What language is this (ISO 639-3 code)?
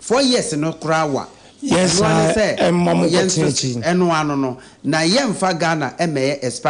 aka